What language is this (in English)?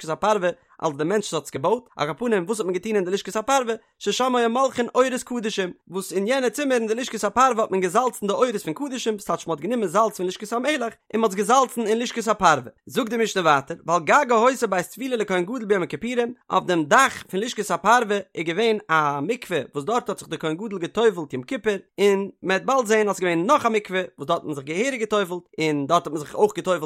Yiddish